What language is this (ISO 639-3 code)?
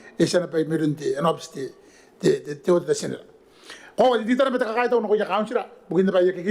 gil